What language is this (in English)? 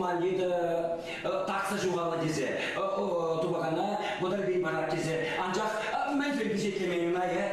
Chuvash